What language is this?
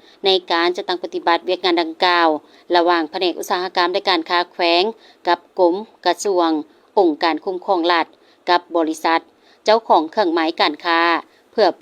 Lao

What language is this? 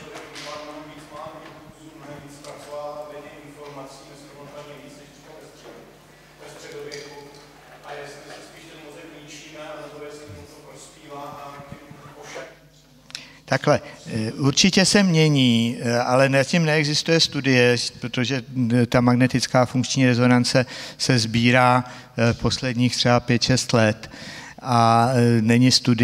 Czech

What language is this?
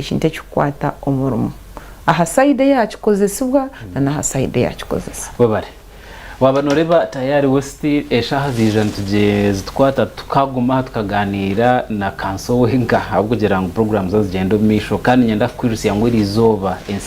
Nyankole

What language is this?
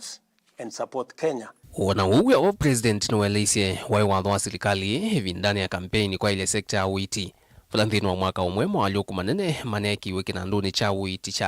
Kamba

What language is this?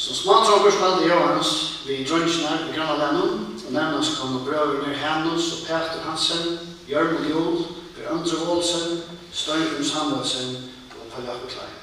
Faroese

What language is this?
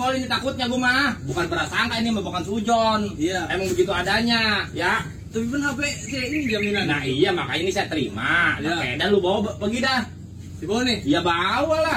Betawi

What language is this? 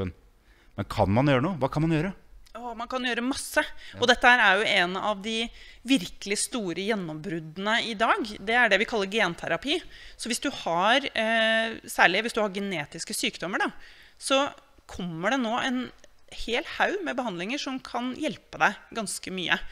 Norwegian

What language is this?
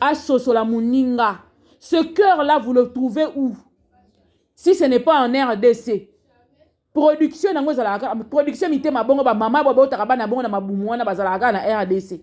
Lingala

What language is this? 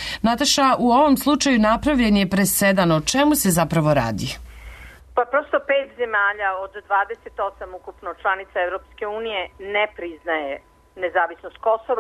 Serbian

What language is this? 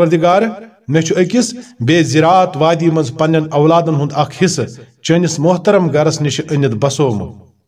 Kashmiri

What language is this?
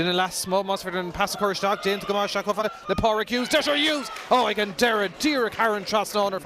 Irish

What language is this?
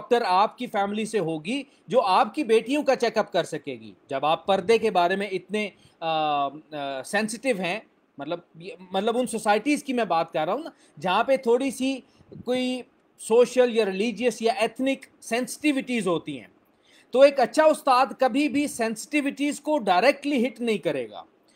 Urdu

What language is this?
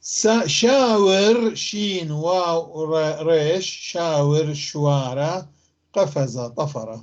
North Levantine Arabic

